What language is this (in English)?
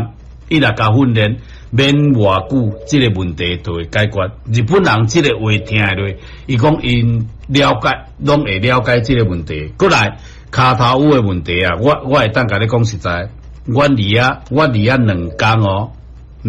Min Nan Chinese